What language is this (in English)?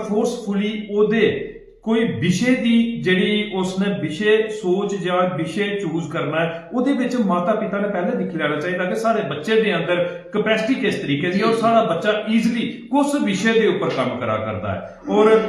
Dogri